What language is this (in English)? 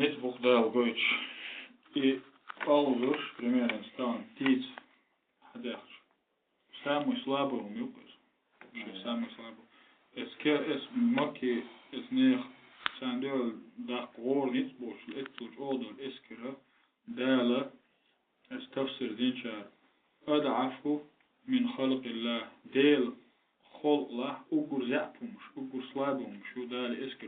Chechen